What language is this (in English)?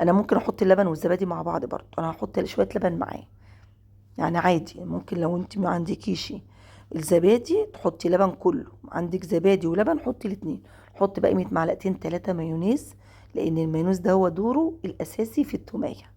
Egyptian Arabic